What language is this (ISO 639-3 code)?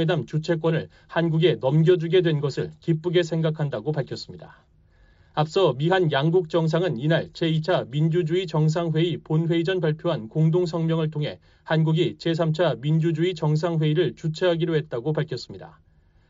kor